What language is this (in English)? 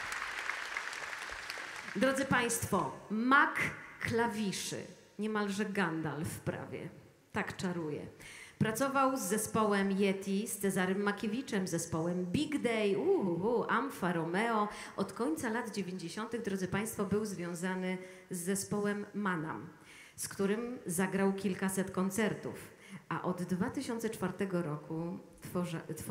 Polish